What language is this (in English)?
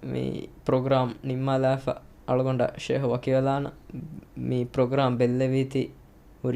Divehi